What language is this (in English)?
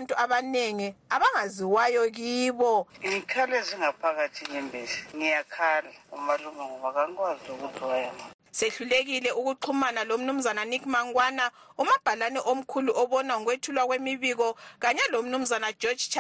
North Ndebele